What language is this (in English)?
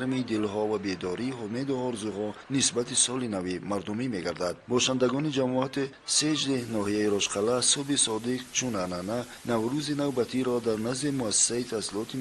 Tajik